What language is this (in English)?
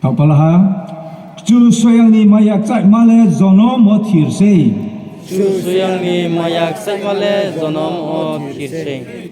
Riang (India)